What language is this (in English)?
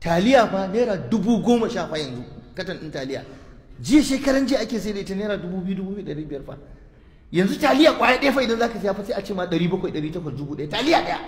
Hausa